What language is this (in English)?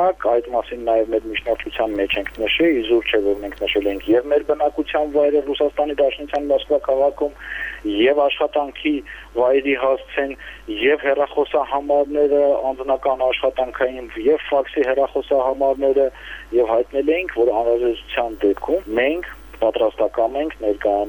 Armenian